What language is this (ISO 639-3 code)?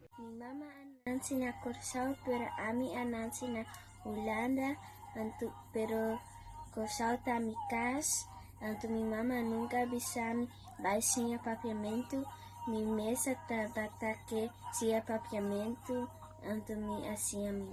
pap